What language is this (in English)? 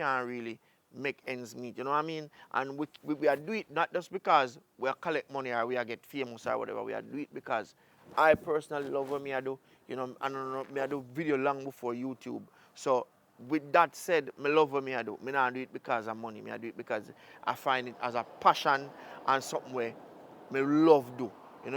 Jamaican Creole English